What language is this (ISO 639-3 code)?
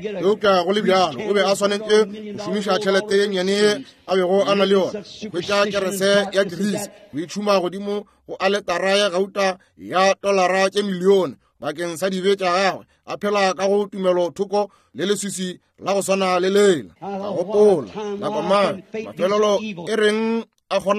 nso